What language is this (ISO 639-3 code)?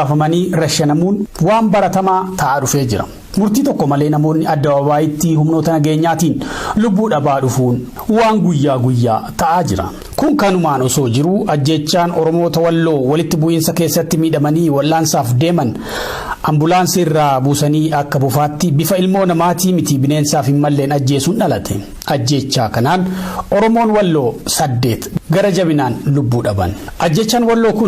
orm